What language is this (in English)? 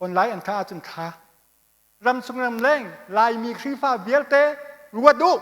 Hakha Chin